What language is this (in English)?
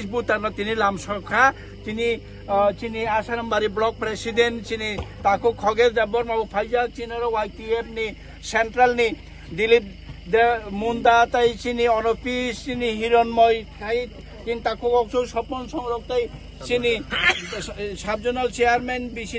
Kok Borok